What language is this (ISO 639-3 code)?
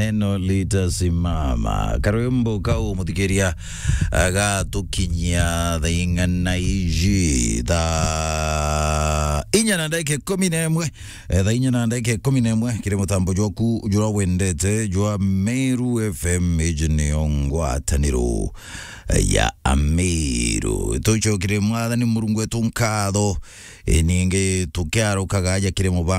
mer